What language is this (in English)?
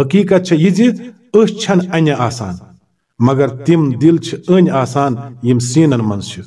Kashmiri